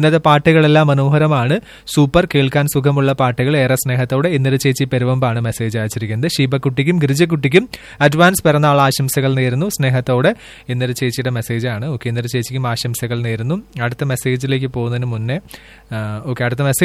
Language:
Malayalam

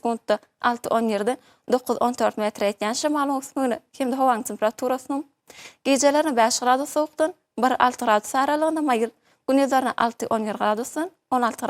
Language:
Turkmen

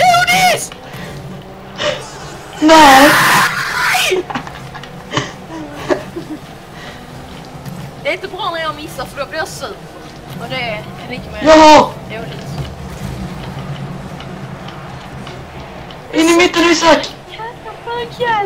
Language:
Swedish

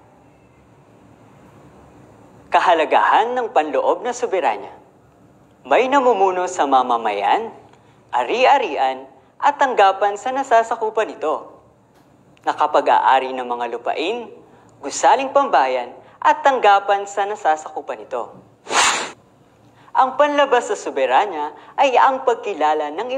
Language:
Filipino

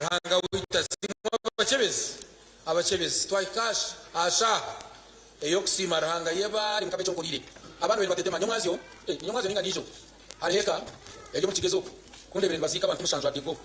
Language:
Nyankole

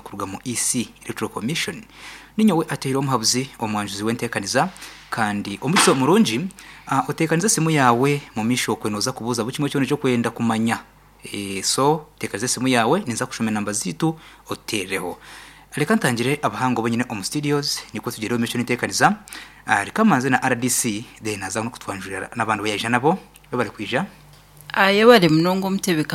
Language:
Nyankole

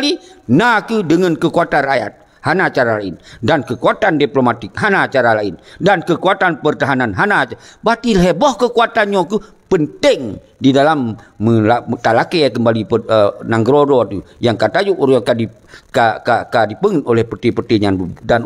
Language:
Achinese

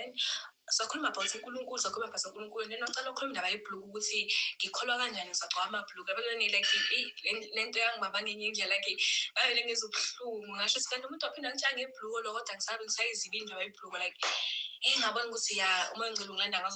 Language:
Zulu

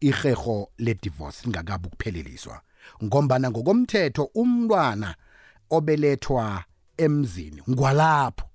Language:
South Ndebele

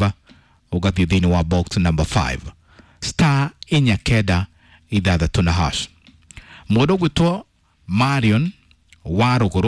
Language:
Kikuyu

